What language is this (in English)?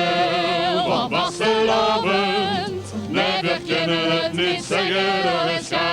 Limburgish